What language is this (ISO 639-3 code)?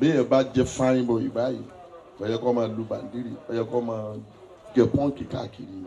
yor